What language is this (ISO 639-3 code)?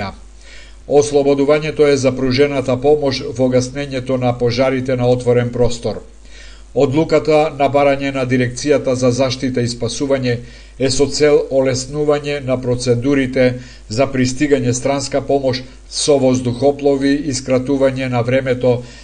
mkd